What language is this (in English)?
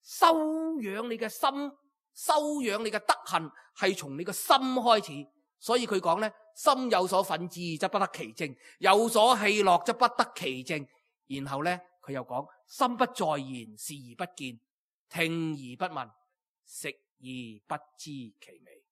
Cantonese